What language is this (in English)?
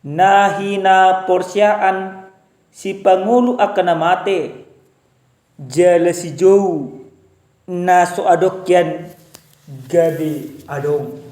Batak Toba